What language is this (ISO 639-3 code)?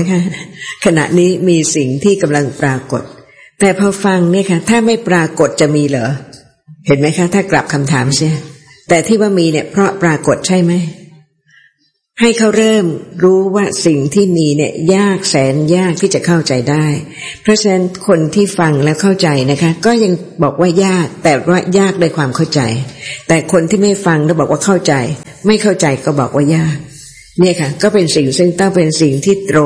tha